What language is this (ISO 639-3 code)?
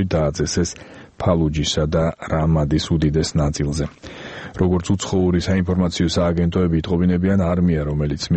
kat